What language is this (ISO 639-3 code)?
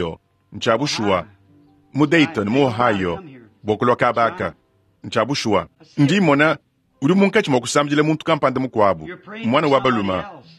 lua